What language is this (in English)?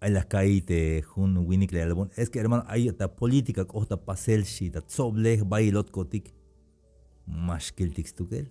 Tzeltal